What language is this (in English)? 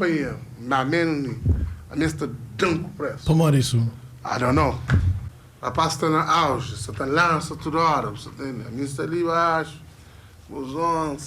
Kabuverdianu